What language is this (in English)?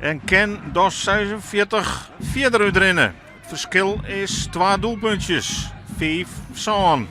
Western Frisian